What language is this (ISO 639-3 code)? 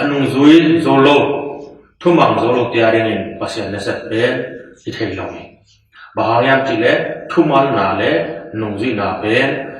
ctd